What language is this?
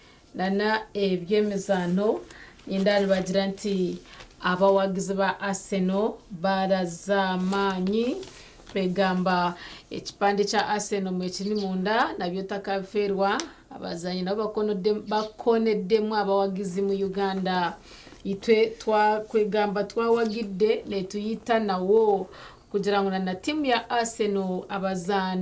Nyankole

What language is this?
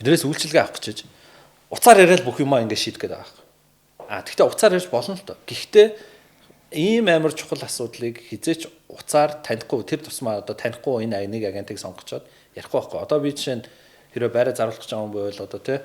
Mongolian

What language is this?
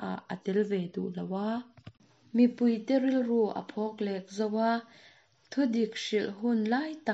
Mizo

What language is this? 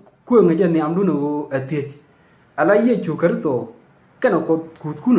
Nuer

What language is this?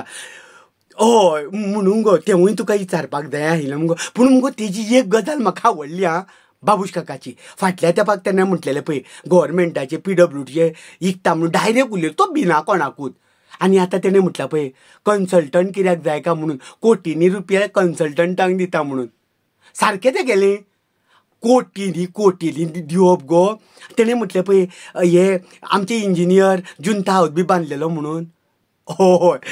Konkani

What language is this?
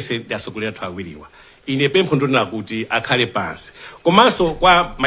Nyanja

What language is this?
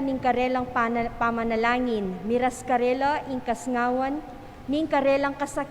Pampanga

